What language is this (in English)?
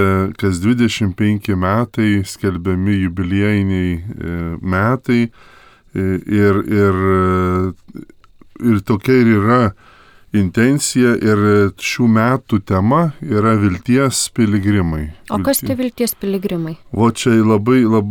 Lithuanian